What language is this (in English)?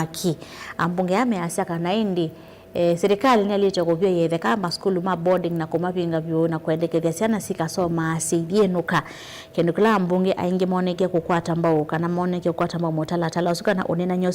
Kamba